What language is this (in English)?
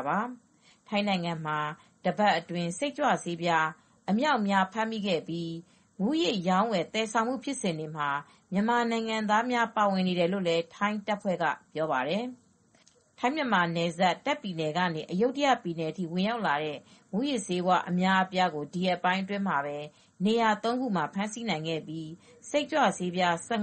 Burmese